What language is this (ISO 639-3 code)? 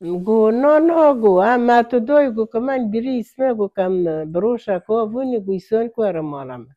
kur